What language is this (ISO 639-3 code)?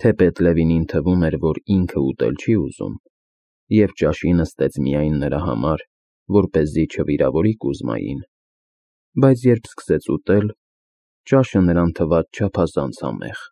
hye